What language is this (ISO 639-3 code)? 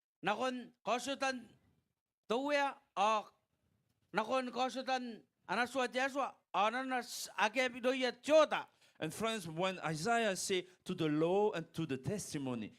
gil